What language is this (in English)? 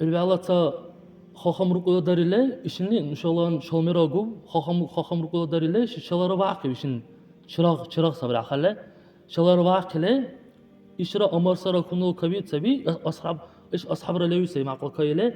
Dargwa